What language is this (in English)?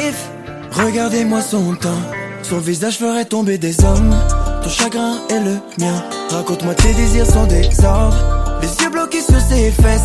French